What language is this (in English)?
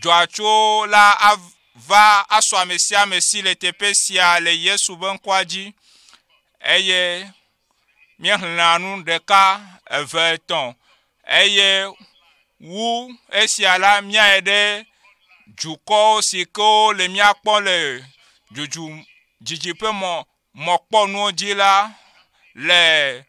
Ewe